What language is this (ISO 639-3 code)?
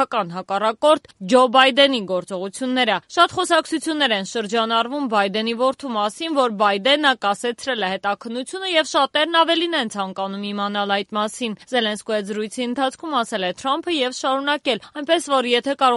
hye